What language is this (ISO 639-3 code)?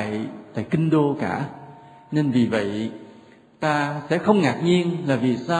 vie